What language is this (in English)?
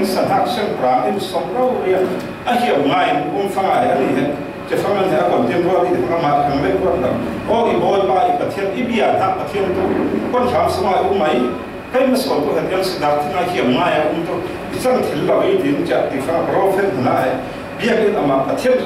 Falam Chin